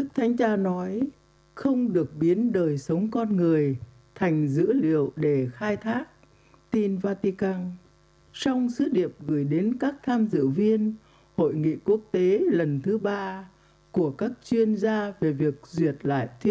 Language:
Vietnamese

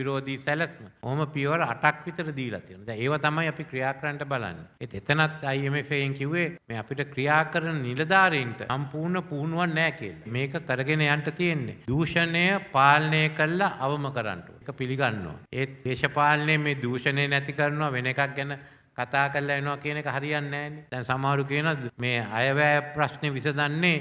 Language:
Sinhala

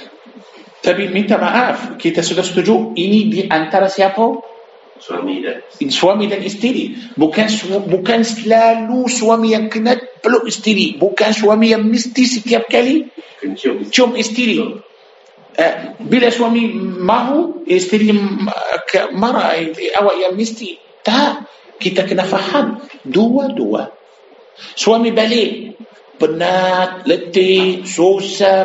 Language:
Malay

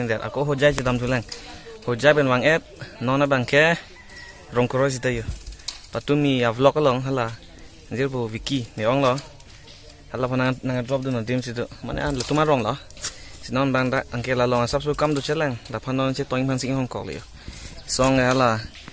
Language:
Karbi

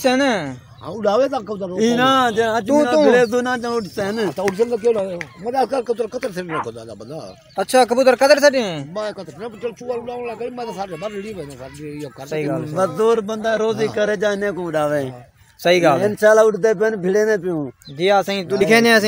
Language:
Saraiki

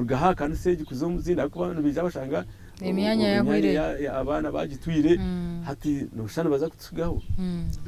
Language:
Nyankole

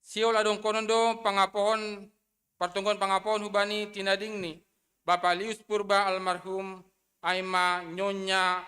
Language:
Batak Simalungun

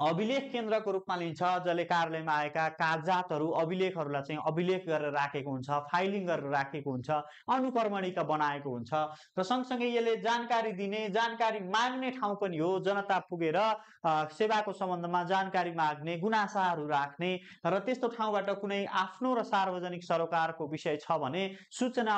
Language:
Nepali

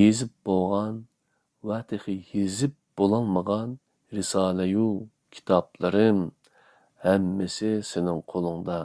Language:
Uyghur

